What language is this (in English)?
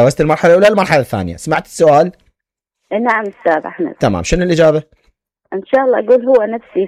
Mesopotamian Arabic